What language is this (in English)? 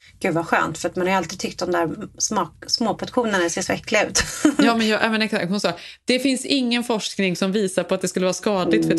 Swedish